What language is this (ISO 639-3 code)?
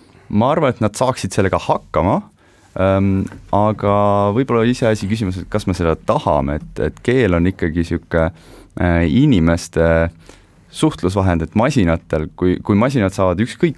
est